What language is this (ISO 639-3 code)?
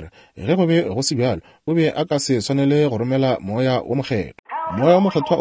nso